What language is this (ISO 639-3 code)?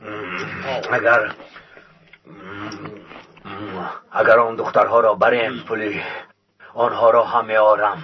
tgk